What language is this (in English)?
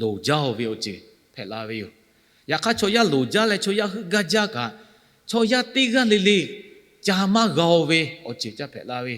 Lahu